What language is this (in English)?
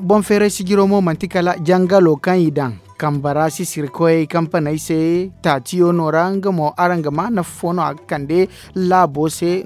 Zarma